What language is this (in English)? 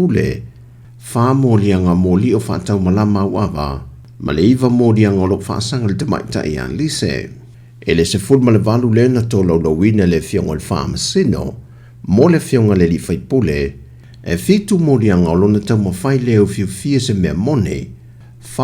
Samoan